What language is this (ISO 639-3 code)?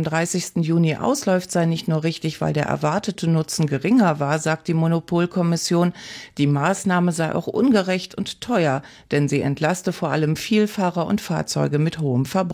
deu